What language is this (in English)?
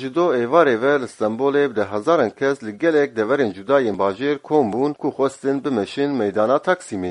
Kurdish